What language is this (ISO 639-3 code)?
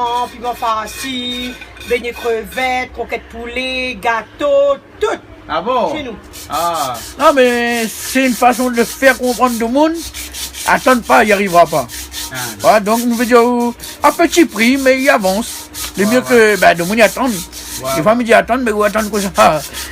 rcf